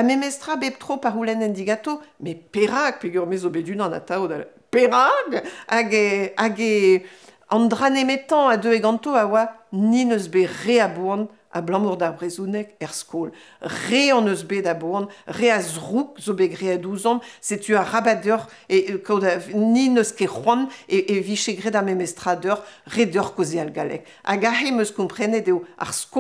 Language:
Breton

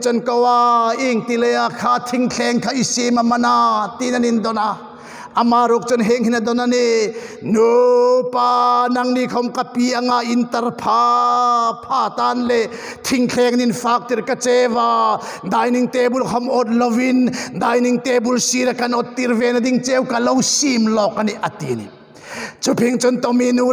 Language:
Hmar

